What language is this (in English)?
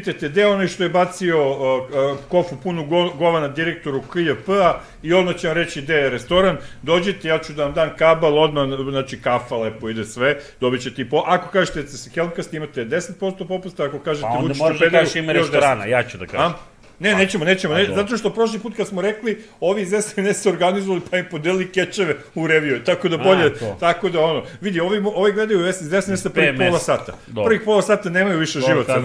Serbian